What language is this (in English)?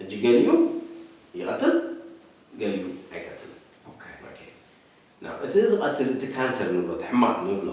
Tigrinya